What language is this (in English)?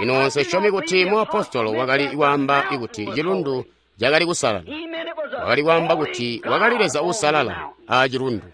Tonga (Zambia)